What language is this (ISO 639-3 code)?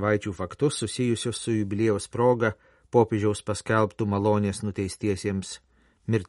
lit